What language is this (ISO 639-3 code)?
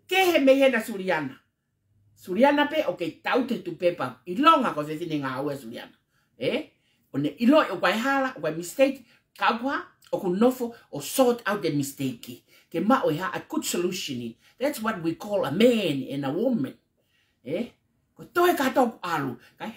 ton